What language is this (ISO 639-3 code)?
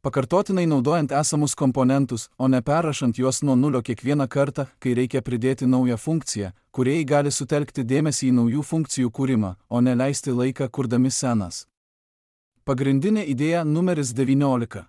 lit